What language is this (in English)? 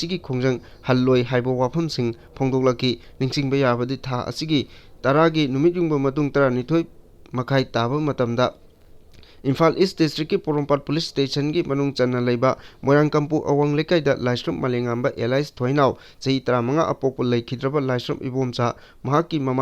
Manipuri